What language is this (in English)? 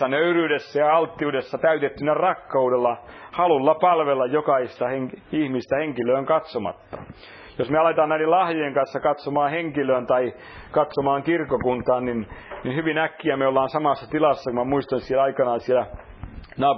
Finnish